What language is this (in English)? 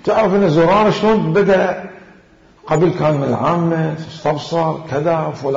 Mesopotamian Arabic